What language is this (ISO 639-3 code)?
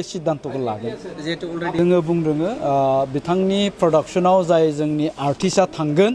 brx